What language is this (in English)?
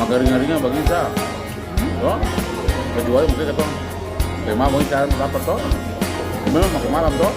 Ambonese Malay